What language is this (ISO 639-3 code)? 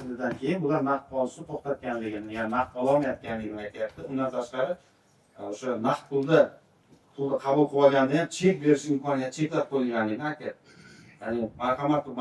uzb